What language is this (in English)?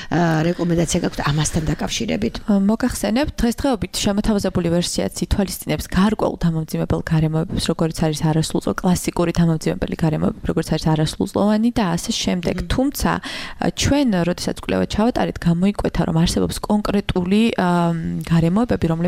Georgian